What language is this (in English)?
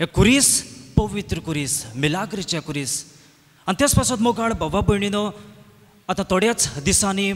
Konkani